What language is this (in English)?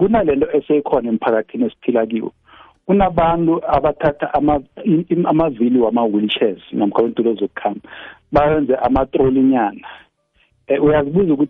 South Ndebele